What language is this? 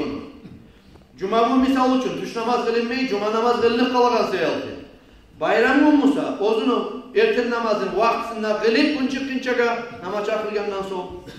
Kumyk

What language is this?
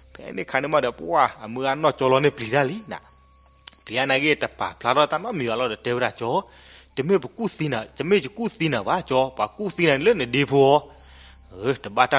S'gaw Karen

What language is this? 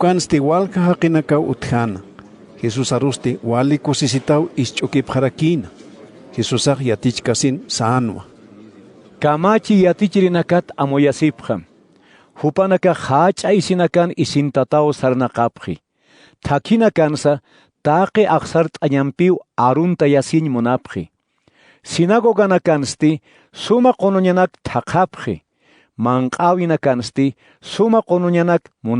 Aymara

